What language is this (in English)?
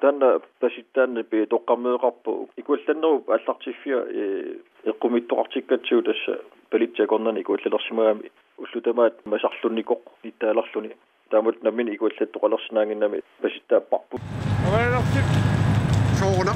Kalaallisut